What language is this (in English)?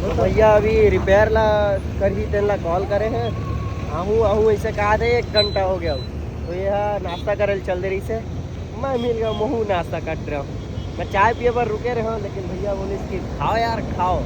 Chhattisgarhi